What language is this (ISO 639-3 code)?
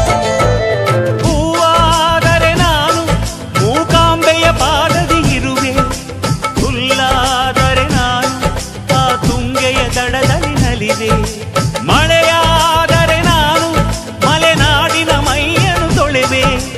kan